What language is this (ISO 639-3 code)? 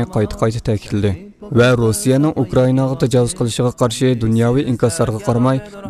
uig